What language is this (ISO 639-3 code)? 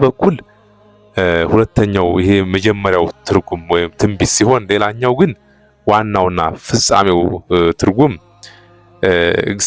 amh